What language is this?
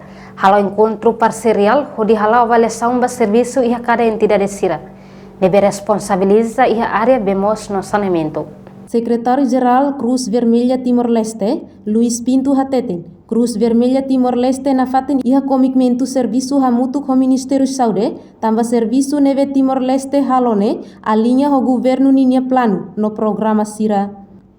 Tetum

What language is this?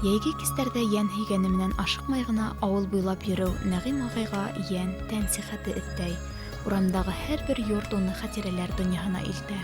Bashkir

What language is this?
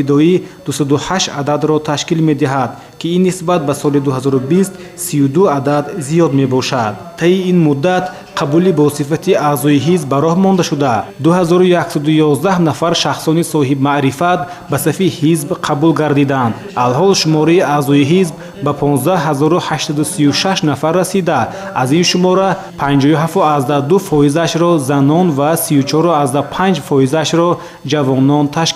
Tajik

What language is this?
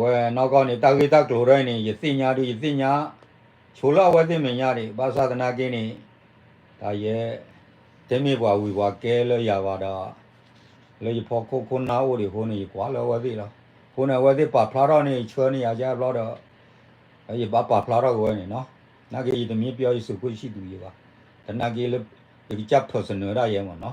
S'gaw Karen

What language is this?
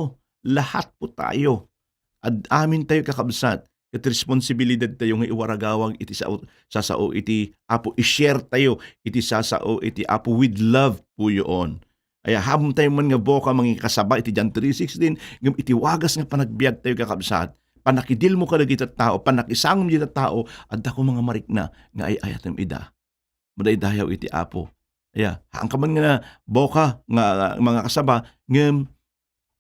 Iloko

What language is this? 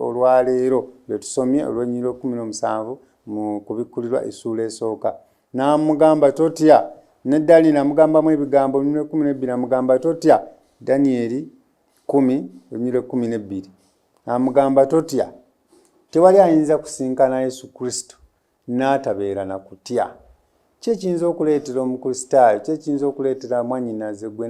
Ganda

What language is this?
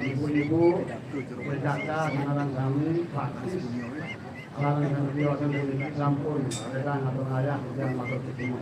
Balinese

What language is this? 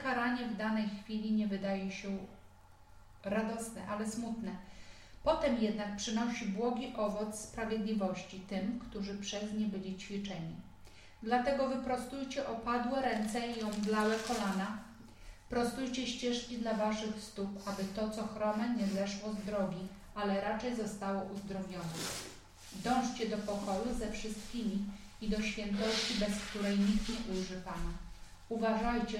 Polish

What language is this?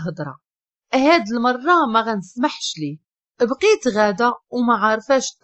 Moroccan Arabic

